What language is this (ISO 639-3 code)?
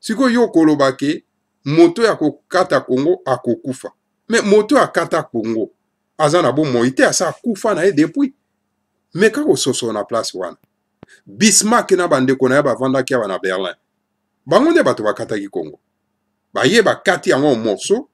lin